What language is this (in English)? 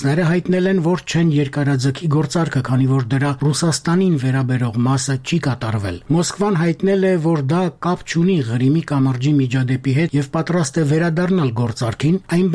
Armenian